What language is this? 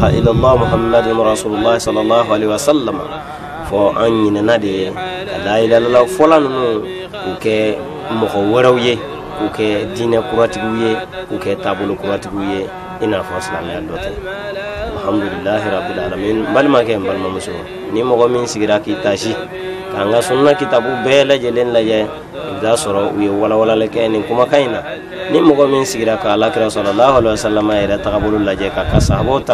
Bambara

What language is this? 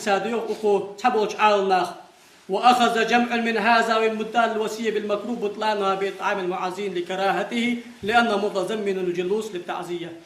Ingush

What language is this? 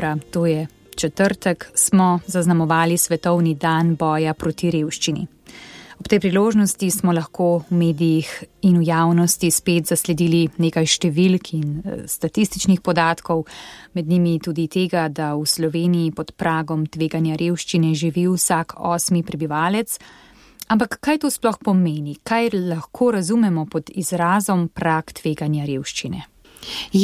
Slovenian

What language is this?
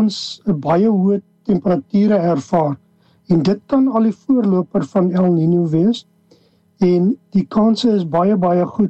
Afrikaans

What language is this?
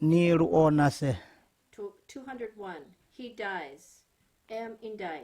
Kamasau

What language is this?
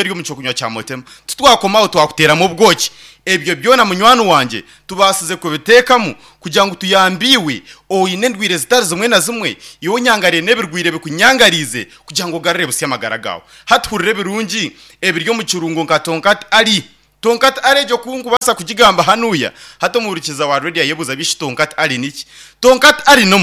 Nyankole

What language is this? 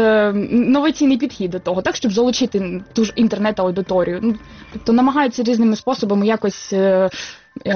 Ukrainian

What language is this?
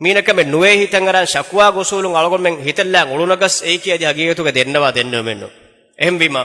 Divehi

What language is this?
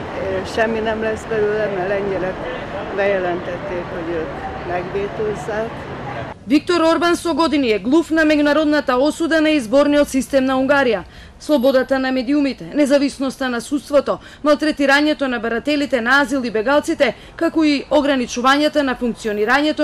Macedonian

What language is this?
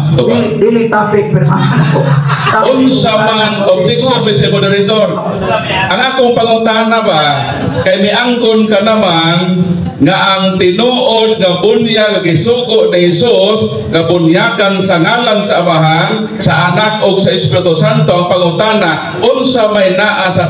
Cebuano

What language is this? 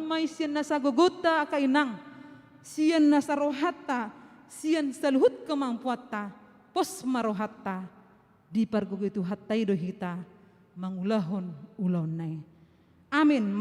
Batak Toba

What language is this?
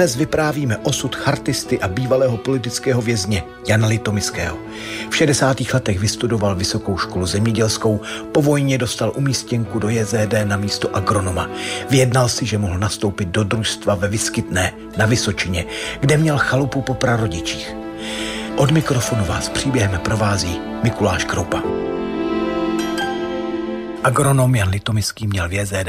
Czech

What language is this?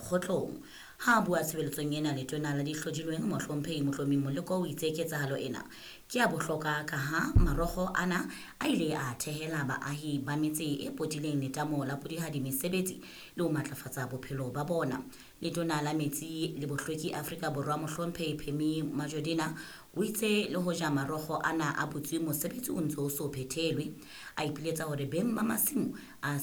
Southern Sotho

